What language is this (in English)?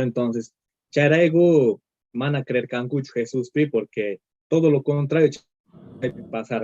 Quechua